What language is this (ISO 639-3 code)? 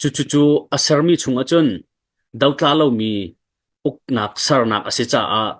cnh